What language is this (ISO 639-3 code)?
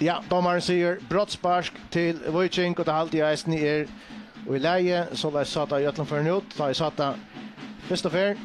fao